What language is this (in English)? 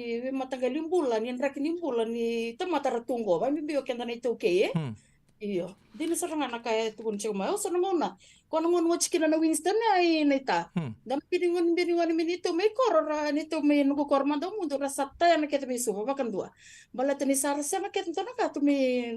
Fijian